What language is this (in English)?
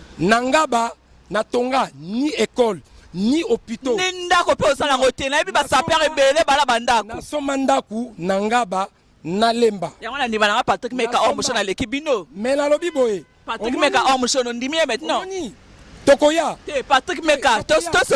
Lingala